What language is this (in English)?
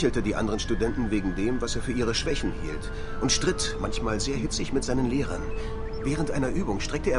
Bavarian